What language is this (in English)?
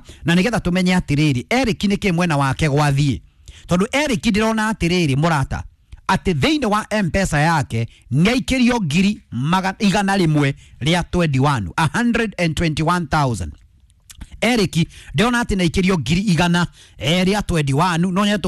Kikuyu